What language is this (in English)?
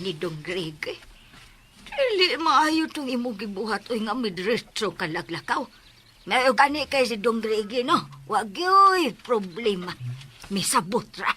Cebuano